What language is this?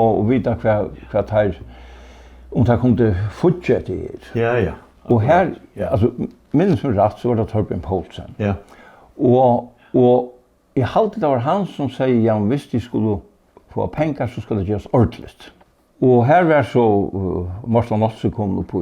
Faroese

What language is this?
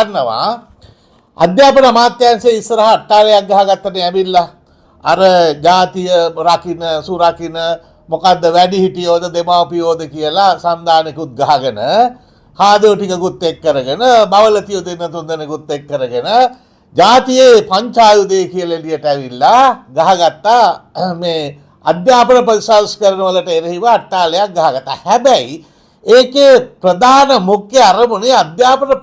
Sinhala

